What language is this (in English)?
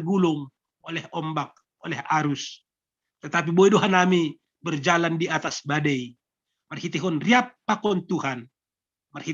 Batak Simalungun